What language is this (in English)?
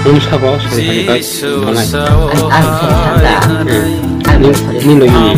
Kok Borok